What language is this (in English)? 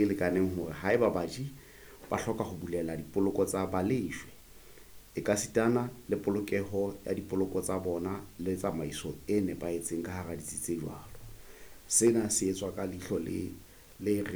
Southern Sotho